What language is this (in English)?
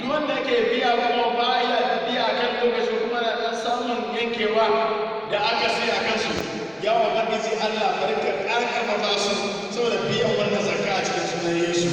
Hausa